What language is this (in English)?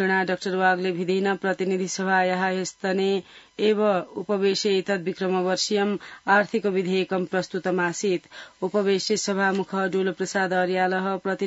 Sanskrit